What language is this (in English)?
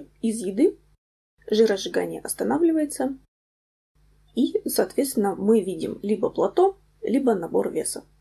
Russian